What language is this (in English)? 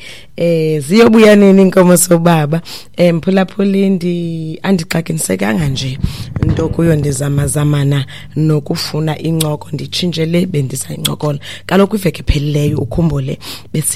Xhosa